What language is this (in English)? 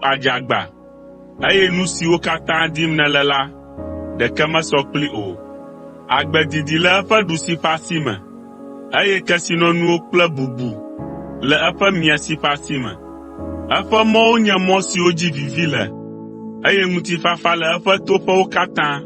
Ewe